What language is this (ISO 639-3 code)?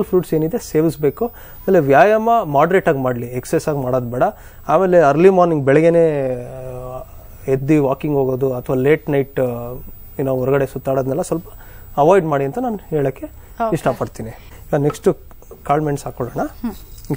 kan